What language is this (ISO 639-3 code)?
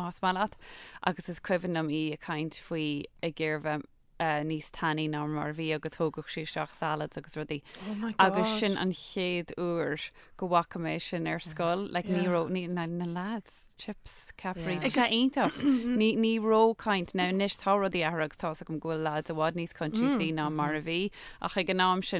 gle